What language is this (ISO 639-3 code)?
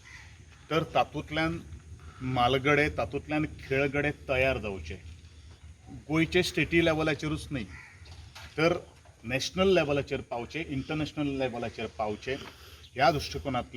kok